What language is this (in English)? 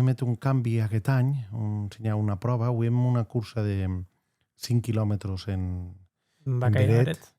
Occitan